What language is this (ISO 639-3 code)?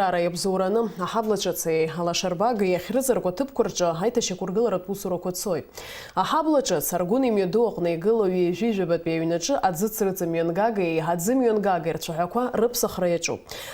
abk